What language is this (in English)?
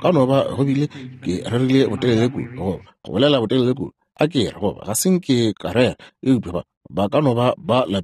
Northern Sotho